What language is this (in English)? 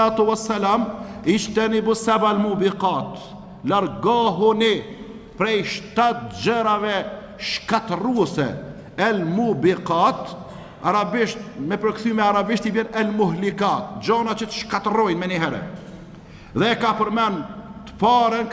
Albanian